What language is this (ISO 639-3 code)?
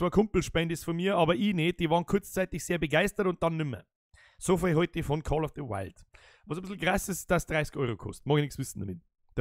bar